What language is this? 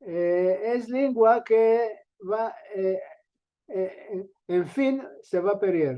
Ladino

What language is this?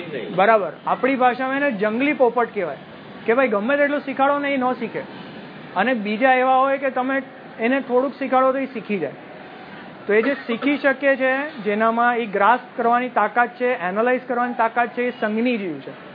Gujarati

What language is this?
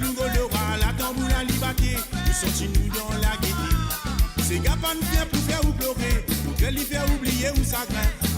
Morisyen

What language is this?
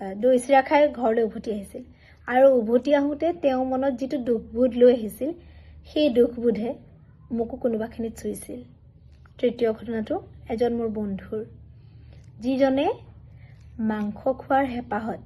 Assamese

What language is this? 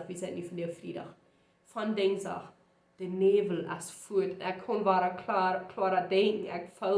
Plautdietsch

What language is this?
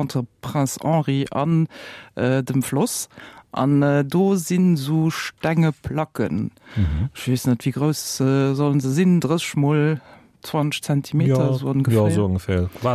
Luxembourgish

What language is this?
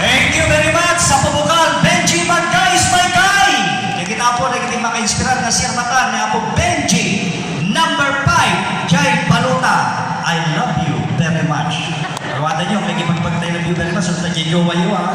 Iloko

